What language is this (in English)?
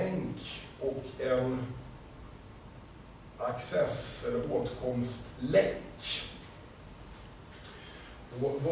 Swedish